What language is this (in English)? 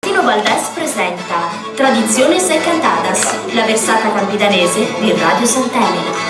Sardinian